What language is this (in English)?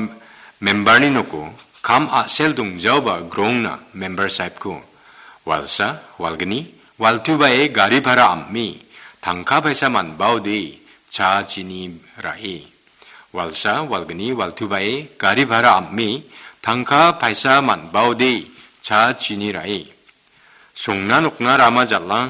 Garo